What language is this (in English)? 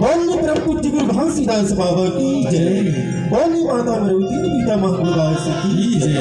Chhattisgarhi